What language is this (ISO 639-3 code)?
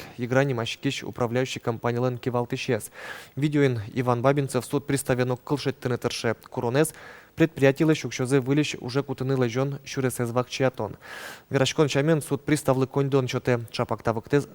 udm